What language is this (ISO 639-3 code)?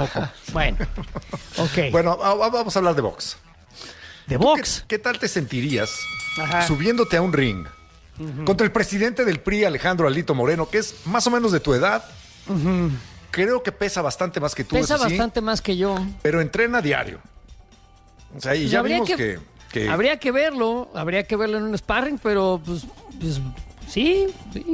spa